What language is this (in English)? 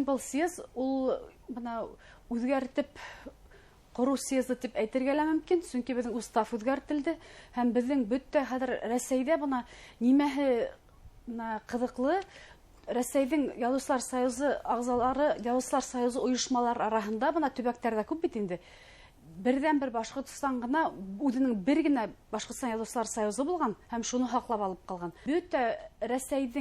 Bashkir